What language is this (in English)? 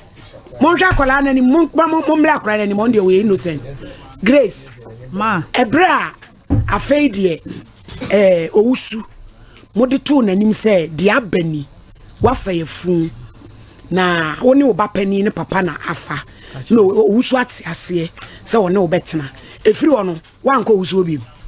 Akan